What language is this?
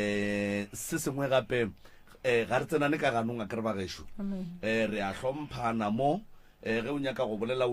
Northern Sotho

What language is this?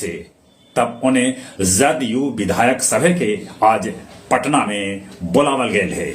Magahi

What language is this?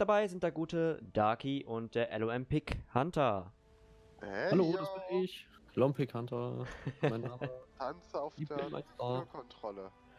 German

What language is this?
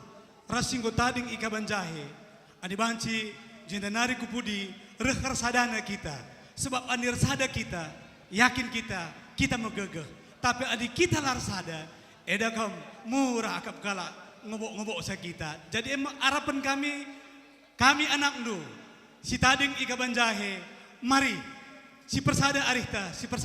Batak Karo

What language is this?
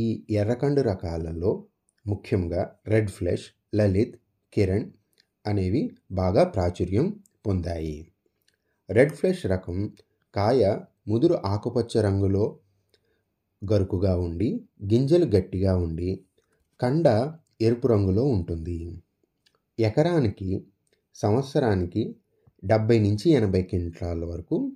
Telugu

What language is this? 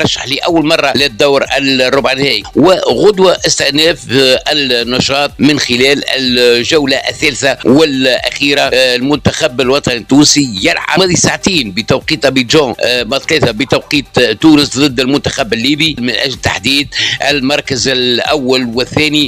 Tunisian Arabic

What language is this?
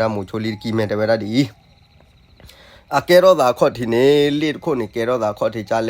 S'gaw Karen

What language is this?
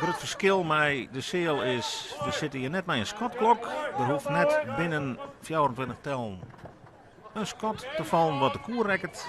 Western Frisian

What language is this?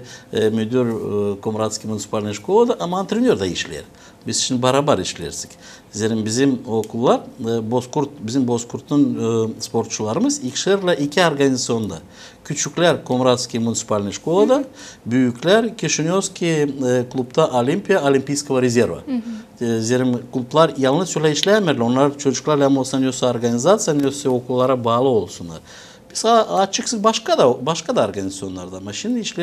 Gagauz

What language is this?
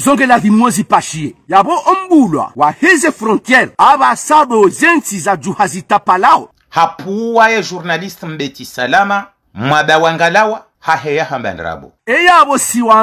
Ngazidja Comorian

